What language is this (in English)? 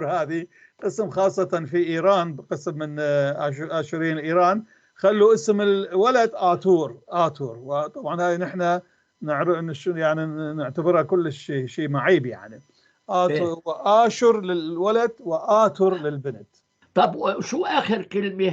North Levantine Arabic